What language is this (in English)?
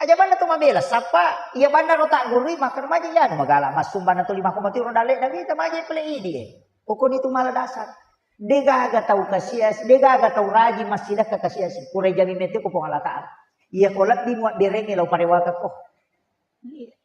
Buginese